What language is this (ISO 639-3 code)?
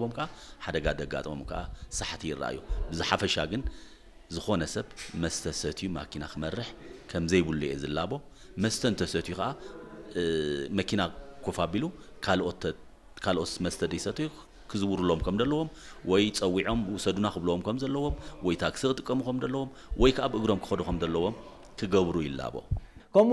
tir